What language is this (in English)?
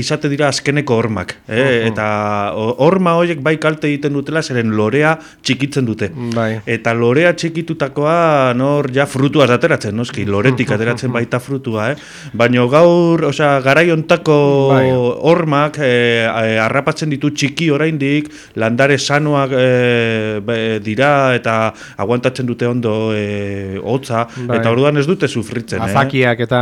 Basque